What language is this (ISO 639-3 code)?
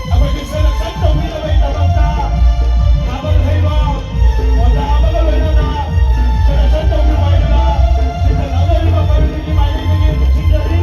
mni